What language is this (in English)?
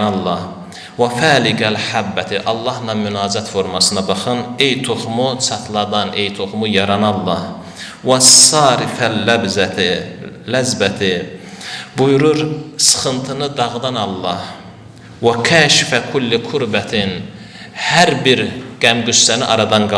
Azerbaijani